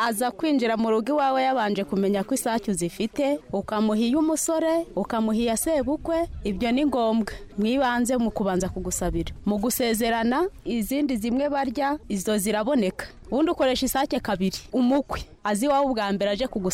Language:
Kinyarwanda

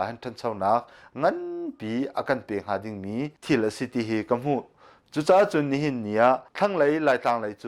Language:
Hakha Chin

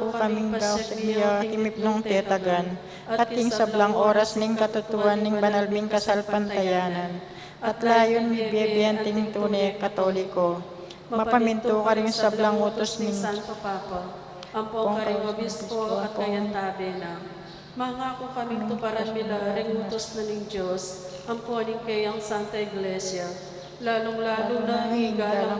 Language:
Pampanga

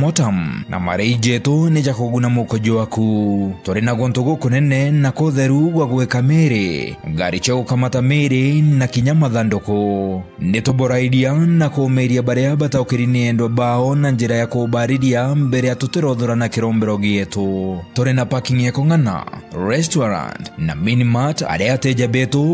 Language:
Meru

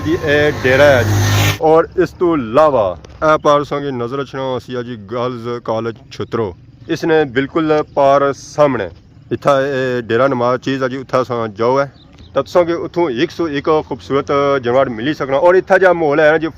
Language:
Pahari-Potwari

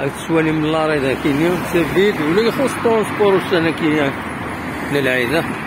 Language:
Kabyle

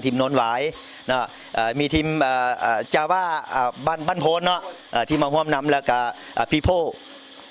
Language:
Lao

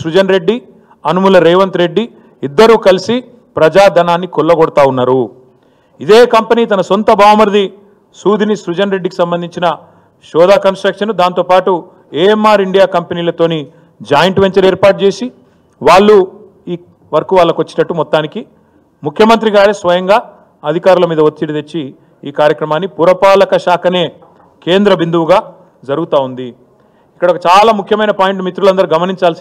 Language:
Telugu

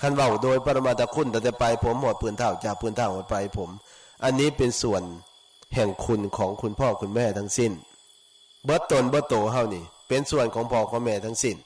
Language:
Northeastern Thai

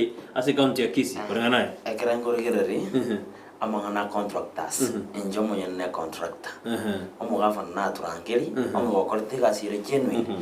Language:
Gusii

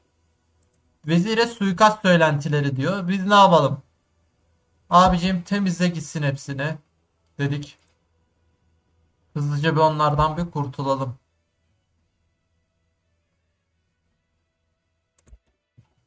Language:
Turkish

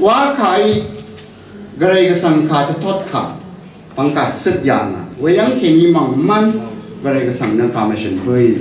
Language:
Rawang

